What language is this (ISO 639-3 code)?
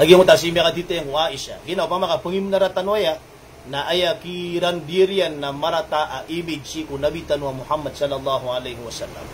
mrw